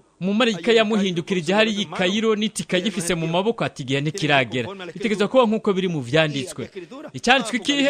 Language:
Rundi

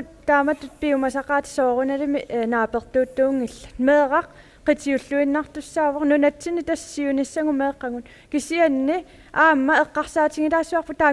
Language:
Kalaallisut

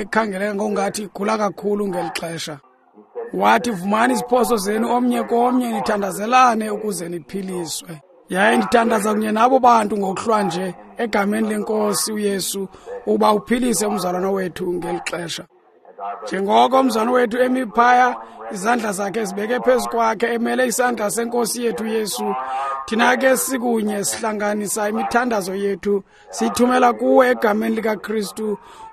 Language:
Xhosa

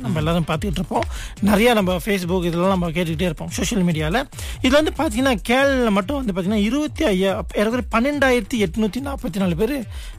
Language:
Tamil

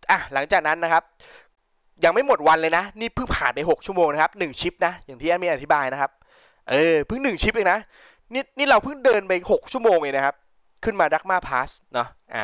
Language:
Thai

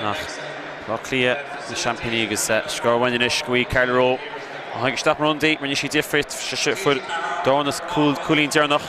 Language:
Irish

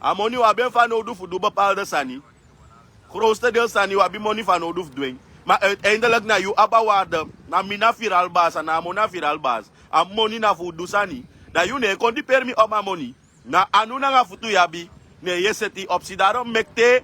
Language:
Sranan Tongo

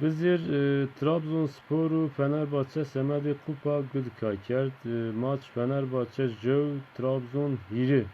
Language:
Zaza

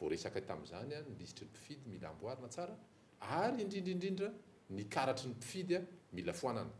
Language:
Malagasy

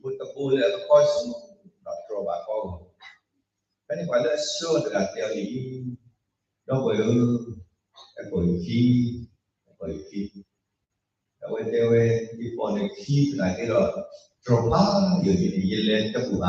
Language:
S'gaw Karen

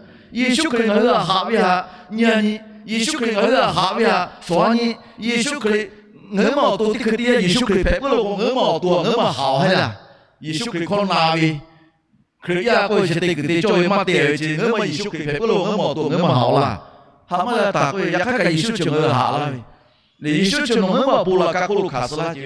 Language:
Lahu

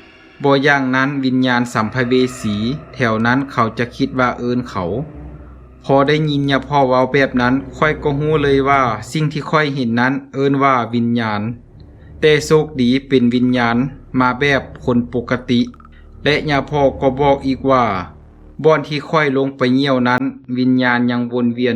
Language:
Lao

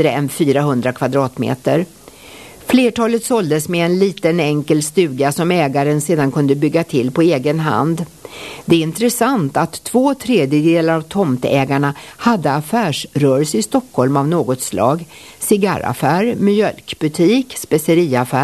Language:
Swedish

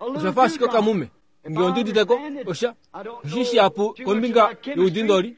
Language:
Kuanyama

